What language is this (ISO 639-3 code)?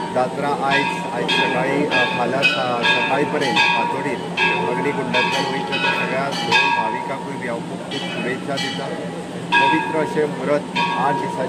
kok